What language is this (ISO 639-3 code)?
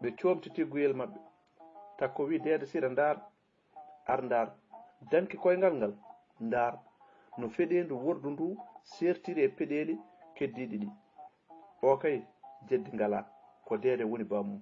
ful